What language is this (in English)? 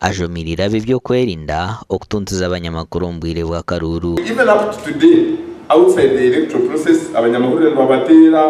Nyankole